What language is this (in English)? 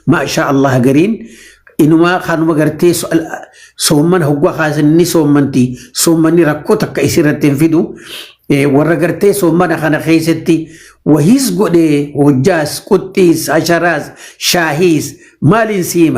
Oromo